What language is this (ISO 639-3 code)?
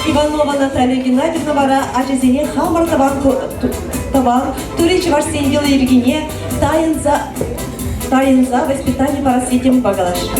chv